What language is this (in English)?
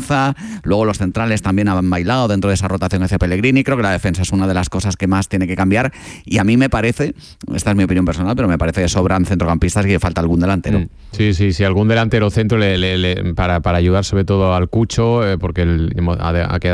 Spanish